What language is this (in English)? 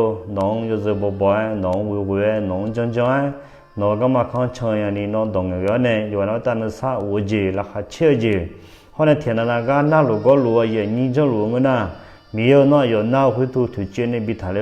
Akha